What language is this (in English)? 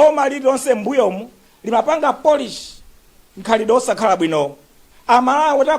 Nyanja